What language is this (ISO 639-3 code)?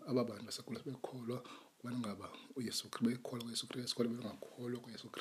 xho